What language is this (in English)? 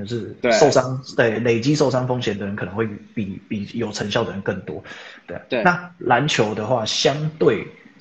Chinese